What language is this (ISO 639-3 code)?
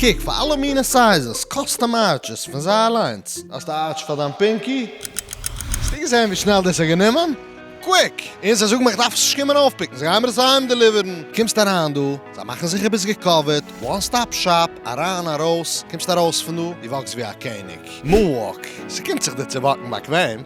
yid